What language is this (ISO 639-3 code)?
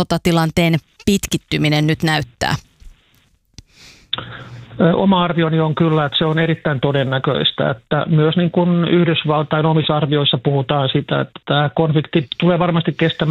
fin